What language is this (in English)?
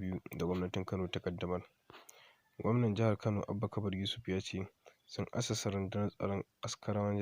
Hausa